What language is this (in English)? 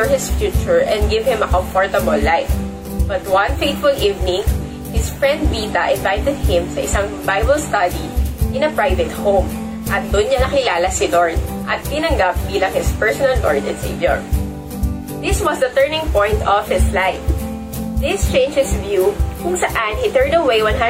Filipino